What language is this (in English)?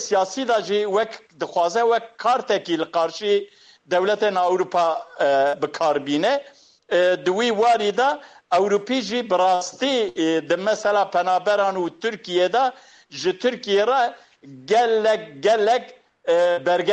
Kurdish